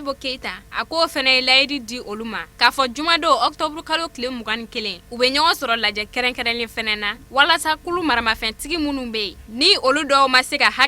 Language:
Bambara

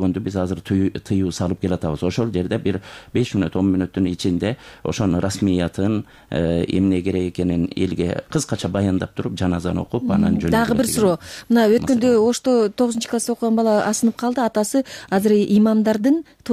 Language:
Kyrgyz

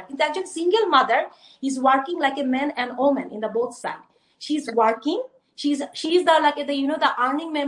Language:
Bangla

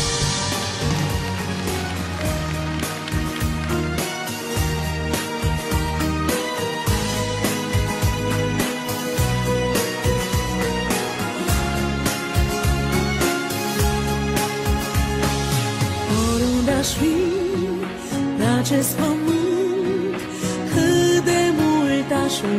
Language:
Romanian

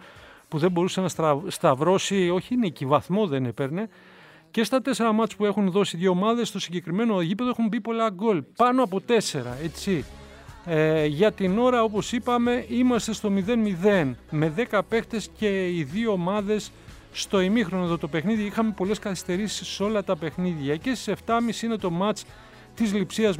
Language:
Greek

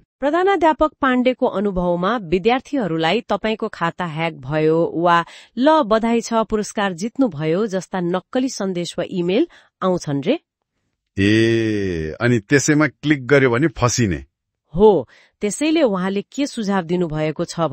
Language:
Nepali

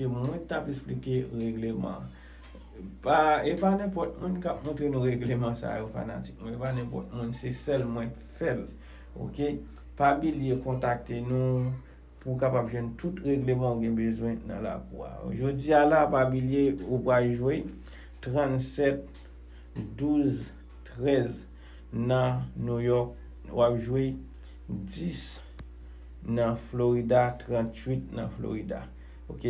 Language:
Haitian Creole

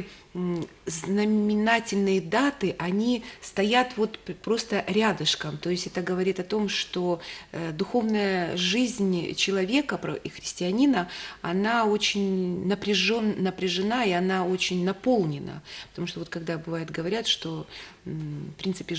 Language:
Russian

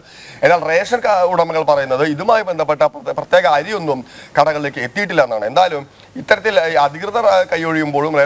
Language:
Malayalam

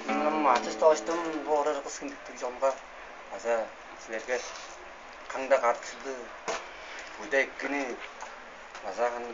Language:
Tuvinian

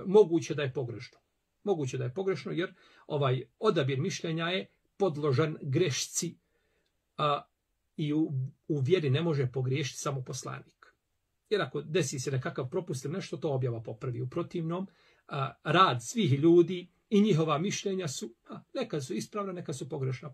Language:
Bosnian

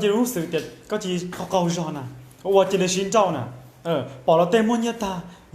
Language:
Hmong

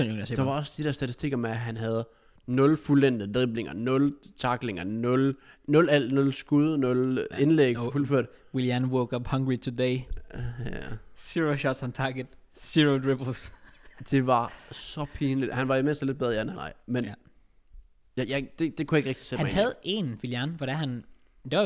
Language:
Danish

